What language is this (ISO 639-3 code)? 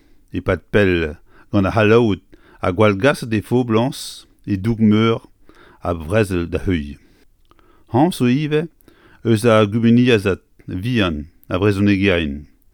bre